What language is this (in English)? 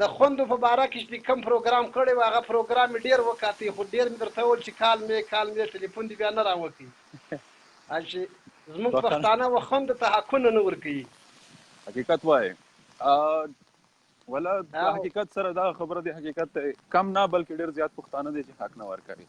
Pashto